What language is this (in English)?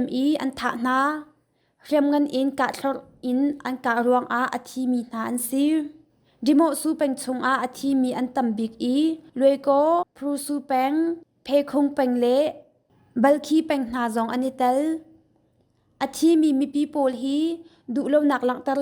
Hakha Chin